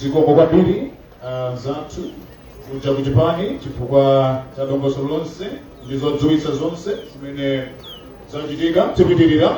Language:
Nyanja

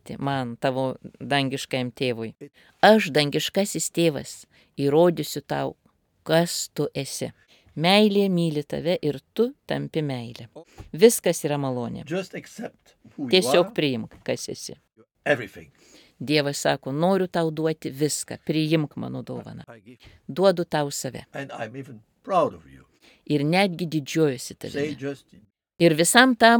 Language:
Lithuanian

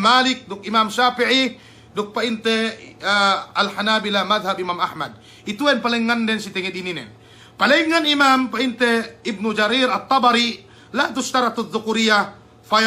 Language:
Yakan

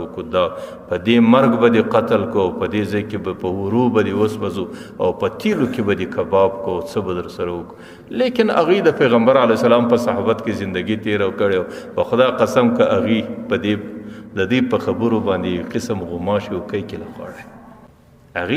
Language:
Pashto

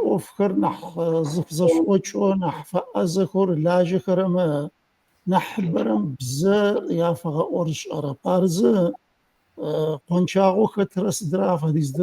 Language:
Adyghe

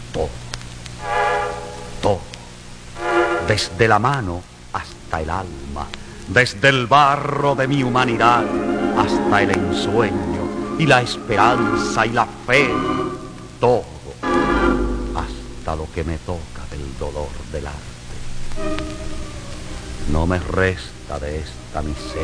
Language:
Spanish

